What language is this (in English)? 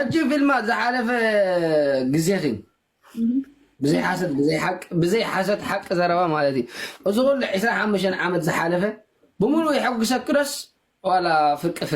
Tigrinya